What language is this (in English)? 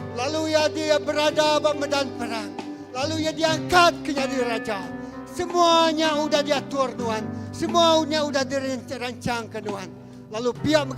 Iban